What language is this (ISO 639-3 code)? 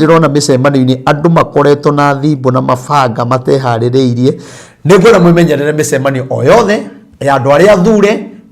kik